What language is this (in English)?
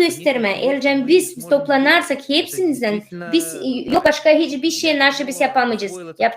Gagauz